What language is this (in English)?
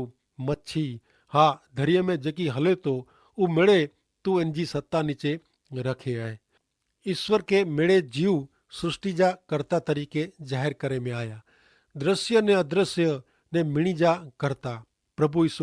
Kachhi